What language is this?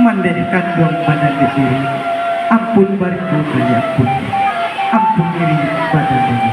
Minangkabau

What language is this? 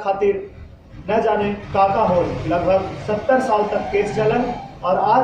Magahi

